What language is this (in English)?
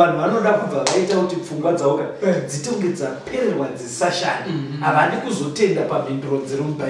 Shona